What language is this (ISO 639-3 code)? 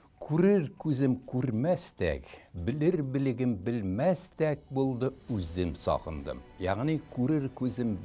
tat